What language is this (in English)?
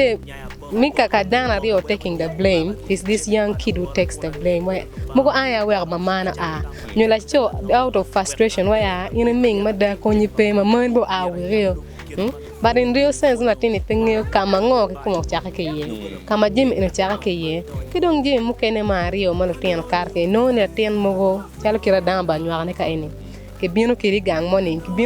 Acoli